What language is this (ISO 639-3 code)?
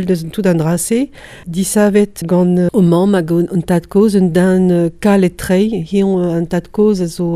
bre